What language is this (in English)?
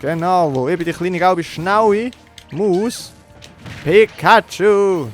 Swiss German